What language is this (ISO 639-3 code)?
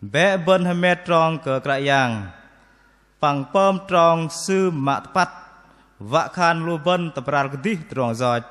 bdq